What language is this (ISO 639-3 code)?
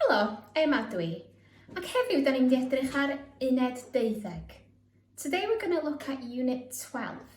cym